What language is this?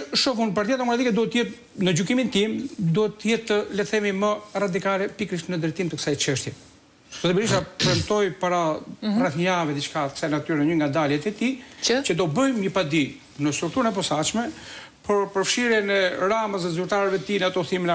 Albanian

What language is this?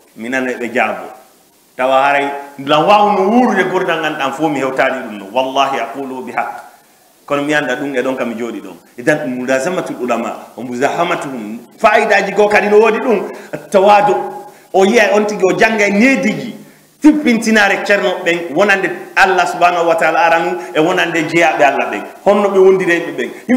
Fula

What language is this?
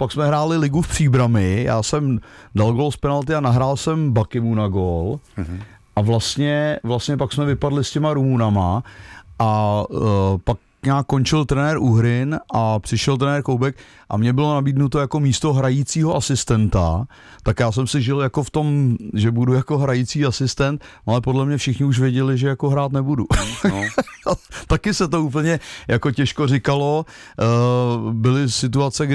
Czech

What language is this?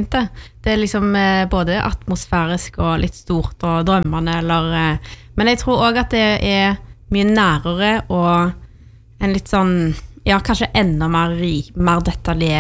Norwegian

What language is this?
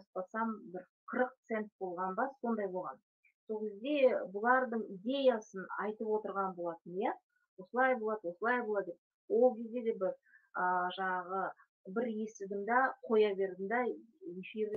Kazakh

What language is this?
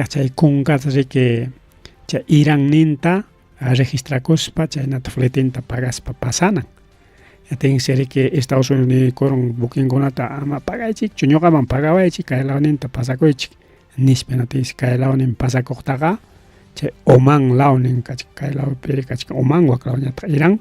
Ayacucho Quechua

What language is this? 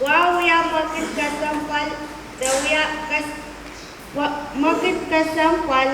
Pohnpeian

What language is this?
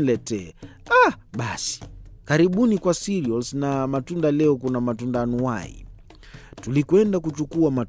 Swahili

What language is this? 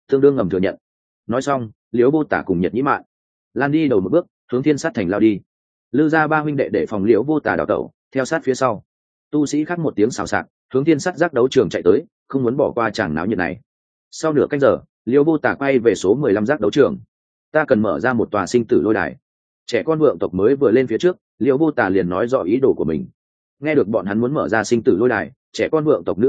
Vietnamese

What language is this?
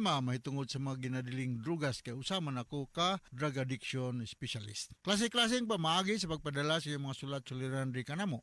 Cebuano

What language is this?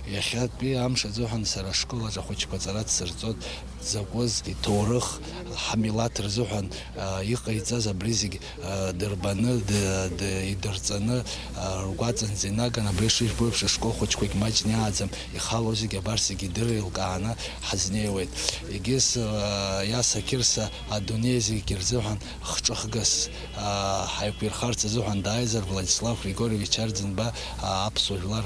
Abkhazian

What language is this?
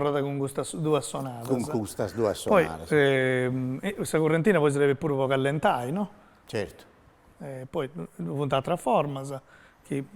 Sardinian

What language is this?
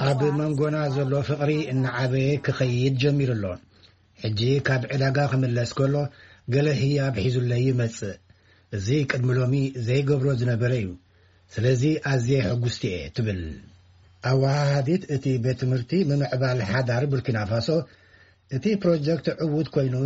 Tigrinya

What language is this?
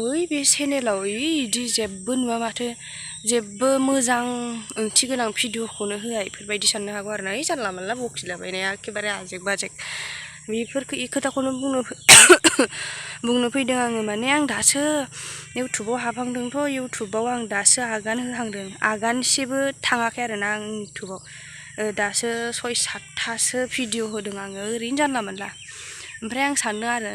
Bodo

